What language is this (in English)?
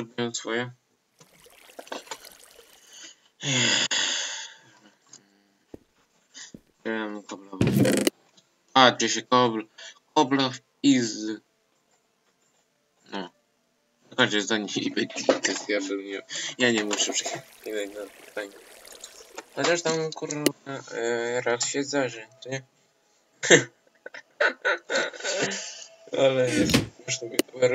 Polish